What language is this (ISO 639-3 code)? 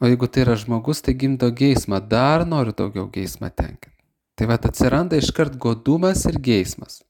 lit